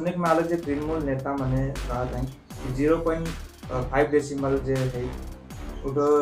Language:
Sadri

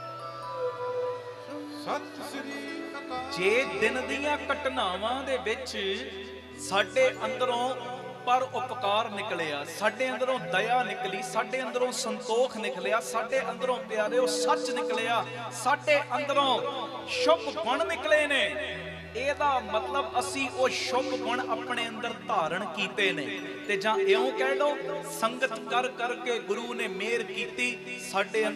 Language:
Punjabi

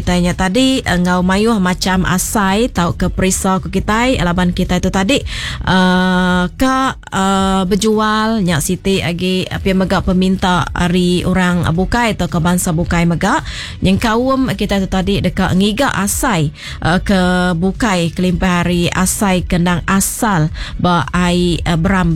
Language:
Iban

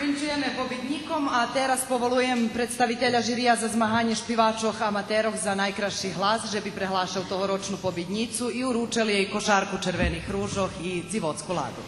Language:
Rusyn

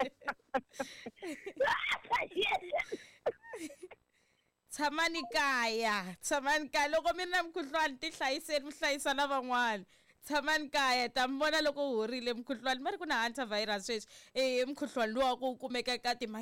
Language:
Tsonga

